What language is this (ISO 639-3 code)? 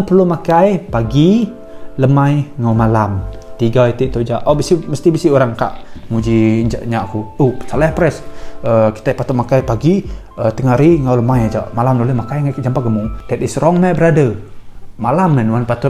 iba